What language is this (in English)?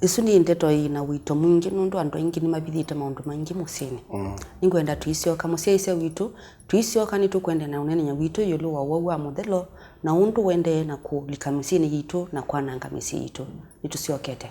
Kamba